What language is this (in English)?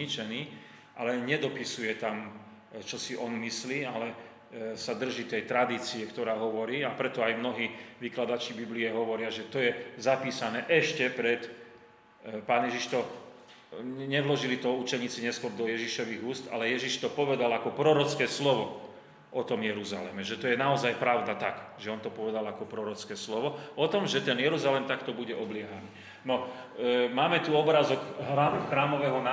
Slovak